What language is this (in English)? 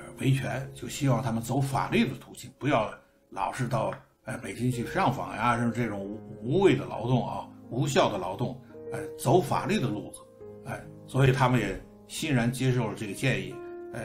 Chinese